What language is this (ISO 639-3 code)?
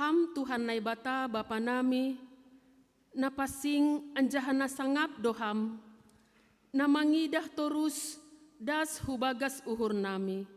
bts